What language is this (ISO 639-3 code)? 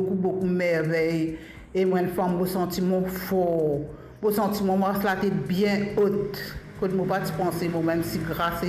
mfe